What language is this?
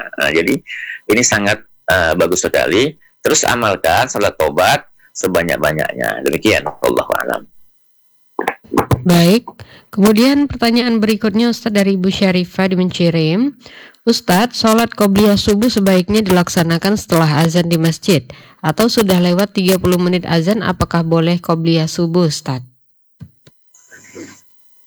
Indonesian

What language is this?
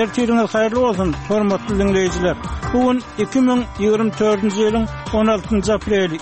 Turkmen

